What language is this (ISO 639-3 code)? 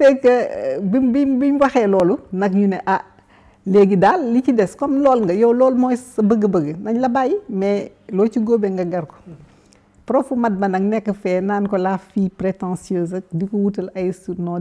wol